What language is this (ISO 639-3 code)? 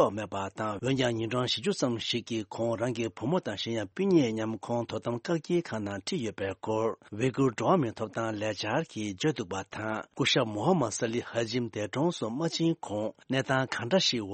bod